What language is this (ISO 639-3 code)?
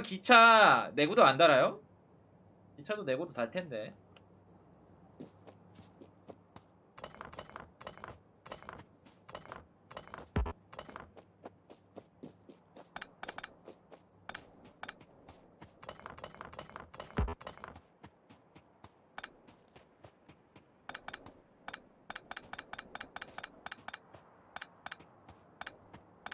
kor